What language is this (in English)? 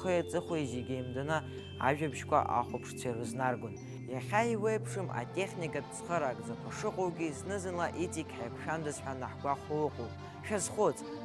Abkhazian